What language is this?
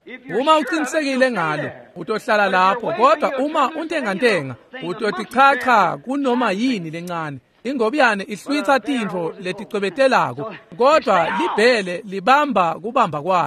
Swati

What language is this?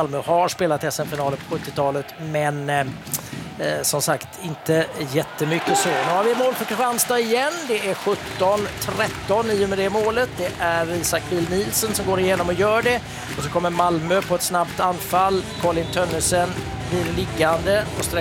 Swedish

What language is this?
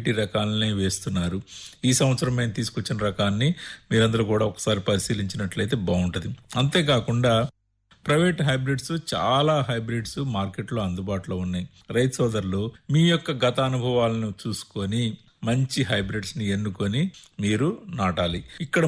Telugu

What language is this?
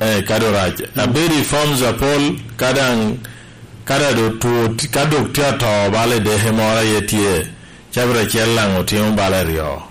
Lango (Uganda)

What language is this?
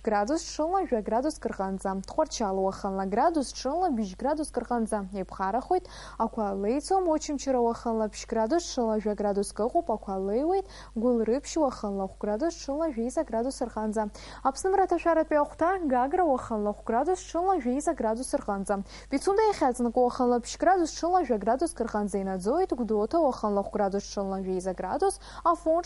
Abkhazian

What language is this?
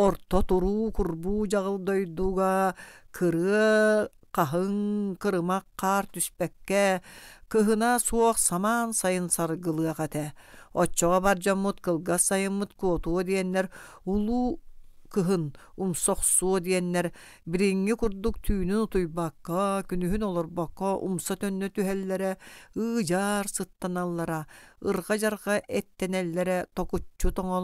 Yakut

